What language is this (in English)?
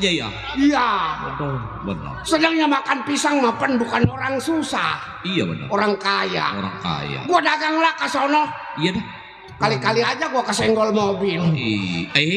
Betawi